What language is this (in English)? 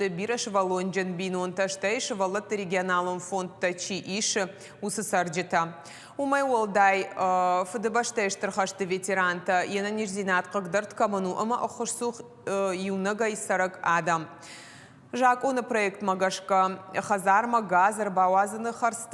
Ossetic